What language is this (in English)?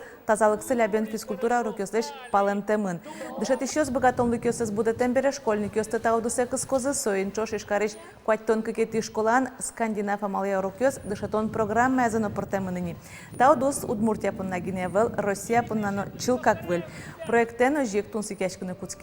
Udmurt